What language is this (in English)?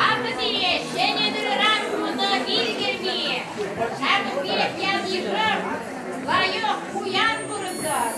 Chuvash